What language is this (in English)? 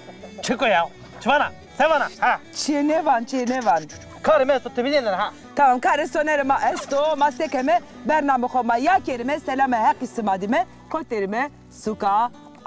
Zaza